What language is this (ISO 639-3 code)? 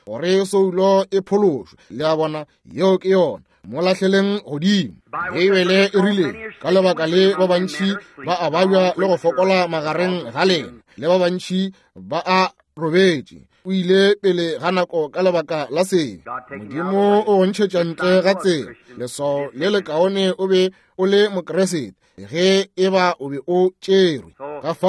nso